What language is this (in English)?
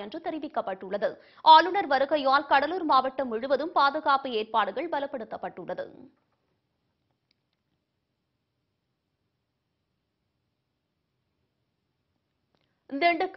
Tamil